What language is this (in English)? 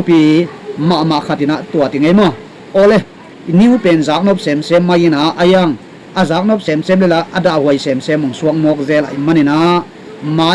Tedim Chin